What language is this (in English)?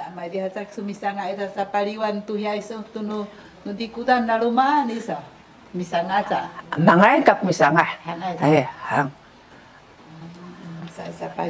Sakizaya